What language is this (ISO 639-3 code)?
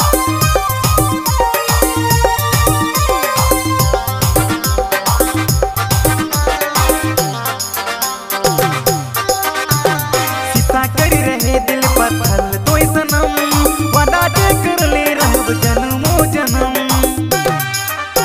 bho